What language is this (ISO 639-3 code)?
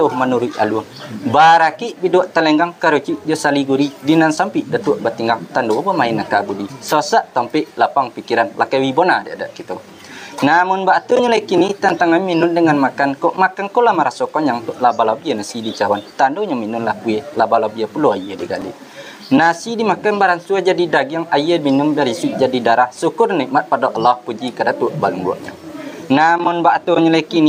min